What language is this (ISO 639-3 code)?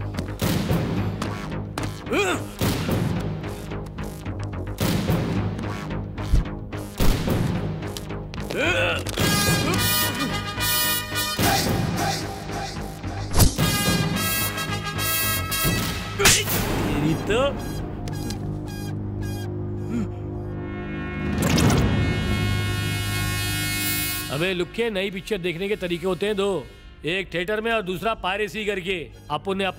hin